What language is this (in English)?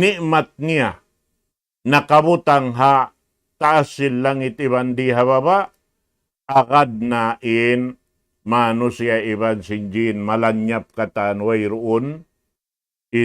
Tausug